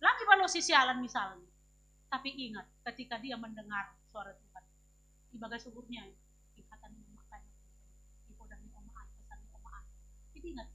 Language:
Batak Simalungun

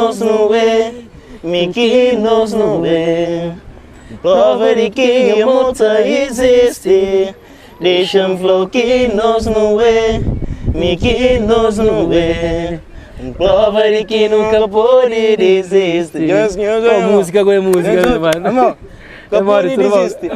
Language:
Kabuverdianu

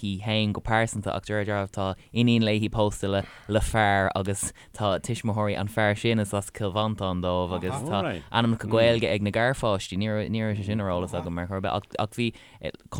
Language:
Irish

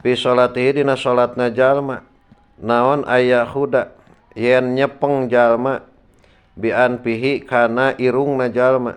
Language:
Sundanese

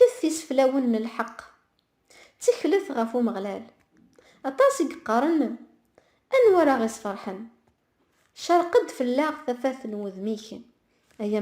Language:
Kabyle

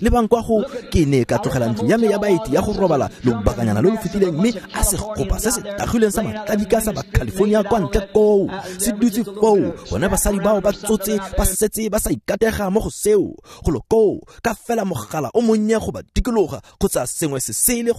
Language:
Tswana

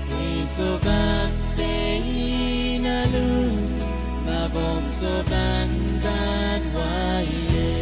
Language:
Pohnpeian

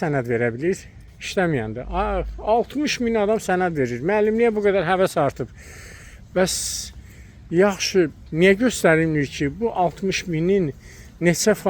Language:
Azerbaijani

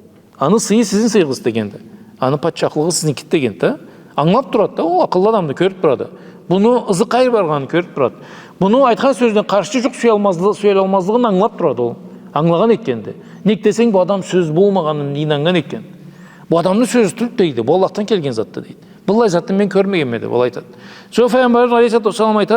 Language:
Karachay-Balkar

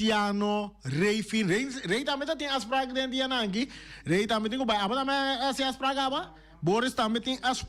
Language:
Papiamento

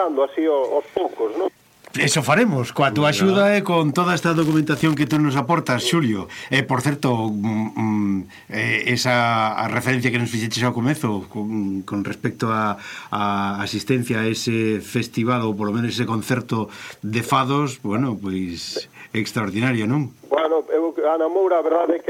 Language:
Galician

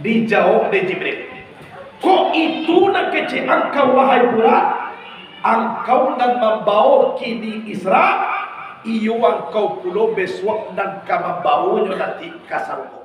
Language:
Minangkabau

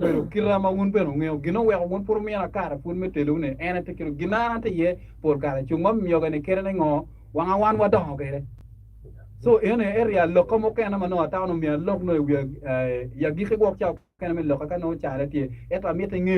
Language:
Acoli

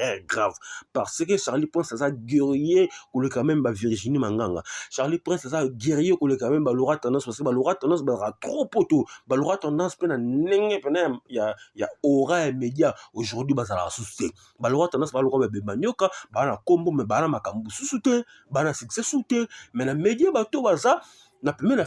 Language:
Lingala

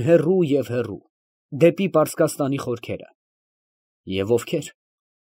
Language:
Armenian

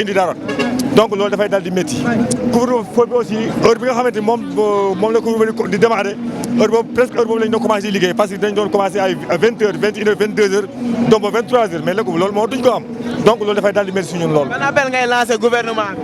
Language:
Wolof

